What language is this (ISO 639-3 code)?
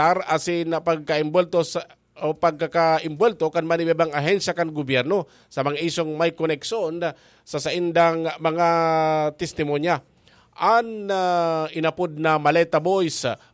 bik